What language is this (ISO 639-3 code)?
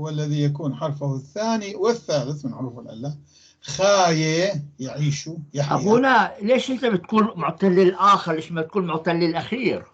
apc